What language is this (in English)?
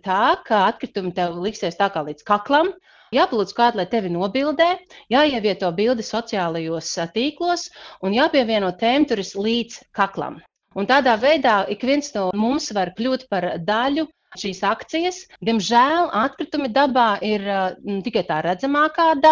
Latvian